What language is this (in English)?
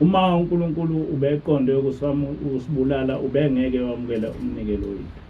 Zulu